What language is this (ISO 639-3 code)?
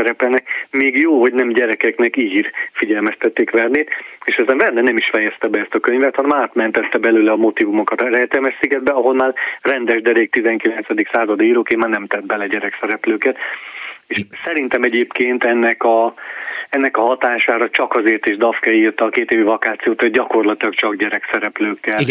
hun